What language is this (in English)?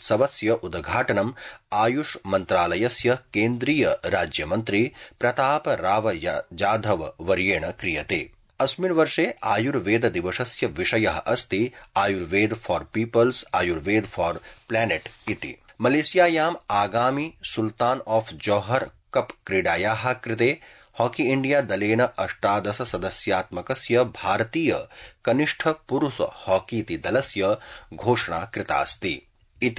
Sanskrit